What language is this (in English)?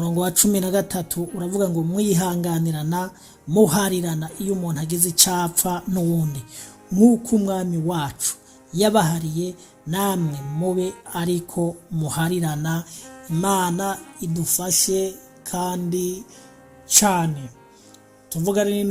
Rundi